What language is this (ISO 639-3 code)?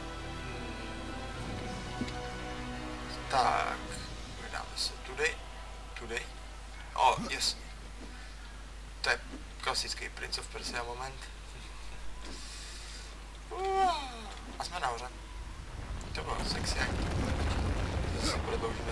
ces